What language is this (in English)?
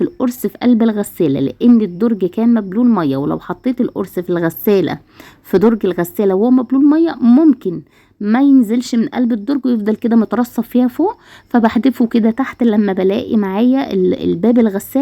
Egyptian Arabic